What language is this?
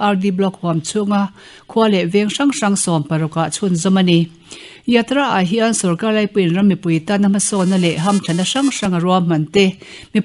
Mizo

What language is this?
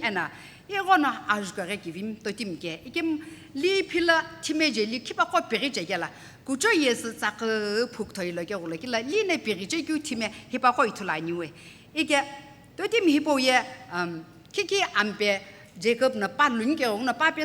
Sumi Naga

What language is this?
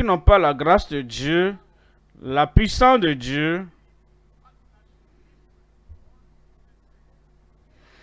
French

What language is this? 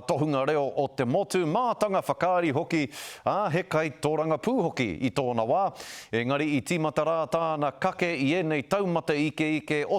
Māori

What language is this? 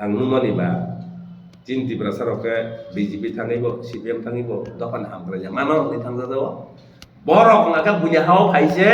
Kok Borok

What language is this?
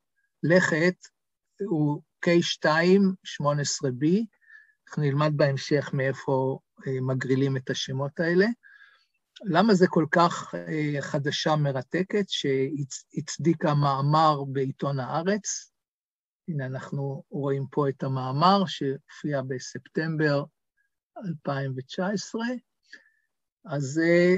Hebrew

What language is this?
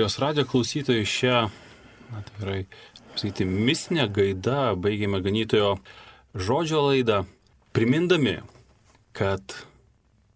Lithuanian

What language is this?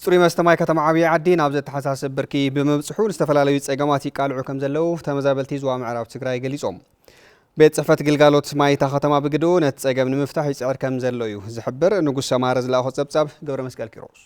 Tigrinya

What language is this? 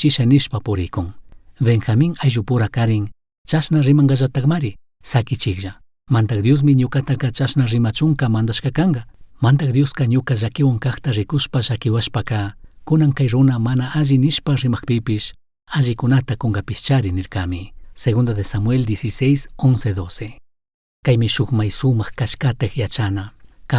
Chimborazo Highland Quichua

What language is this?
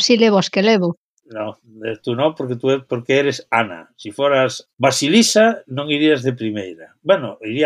Galician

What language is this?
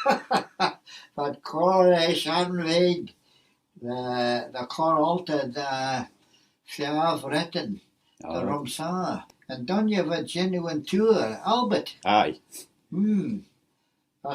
Manx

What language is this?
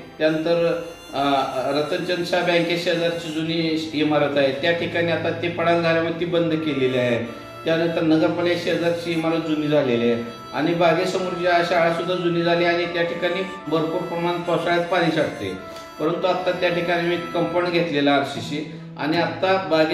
Marathi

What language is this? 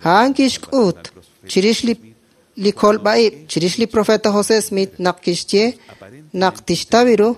Kekchí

